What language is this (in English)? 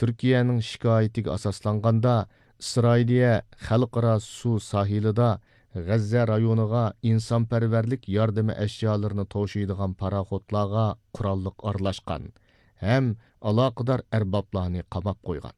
Uyghur